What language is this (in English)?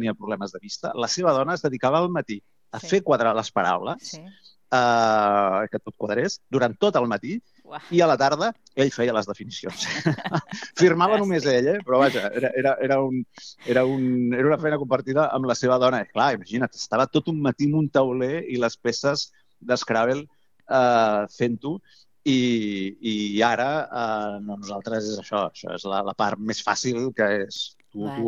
Catalan